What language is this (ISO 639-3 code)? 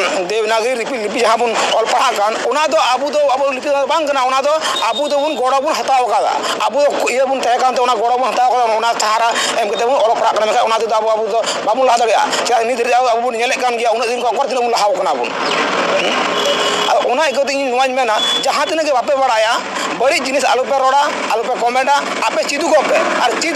sat